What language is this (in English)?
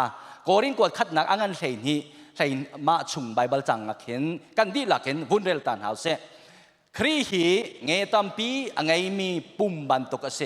Hakha Chin